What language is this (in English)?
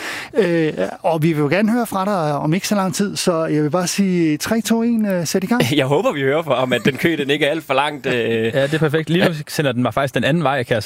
Danish